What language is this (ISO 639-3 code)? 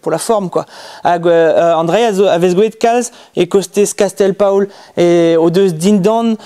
bre